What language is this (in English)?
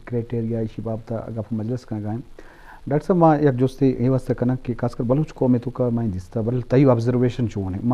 Eastern Balochi